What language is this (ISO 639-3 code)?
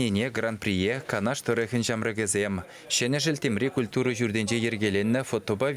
chv